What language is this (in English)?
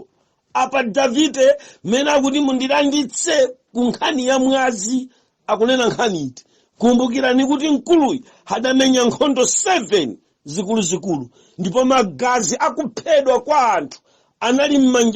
Nyanja